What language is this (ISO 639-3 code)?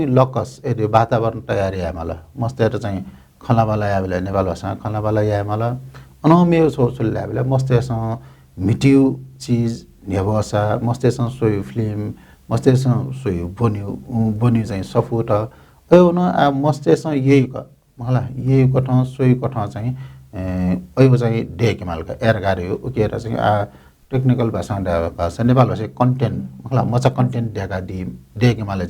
new